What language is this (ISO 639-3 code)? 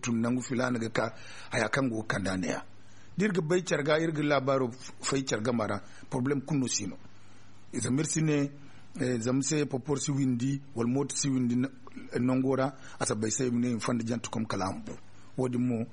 dje